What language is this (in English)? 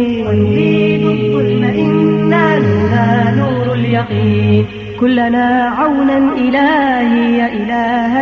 Bosnian